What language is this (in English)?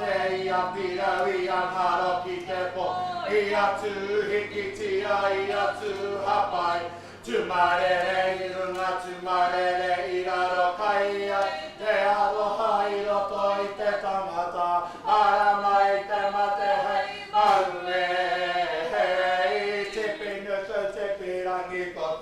Māori